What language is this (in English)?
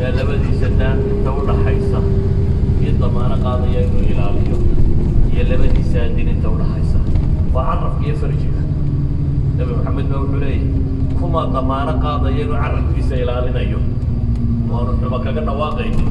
Somali